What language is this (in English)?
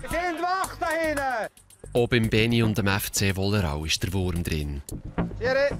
Swiss German